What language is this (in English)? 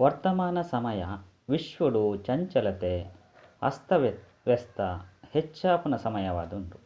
Tulu